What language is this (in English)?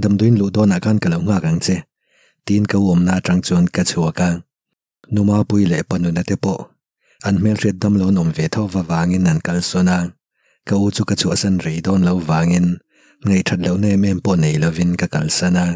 Mizo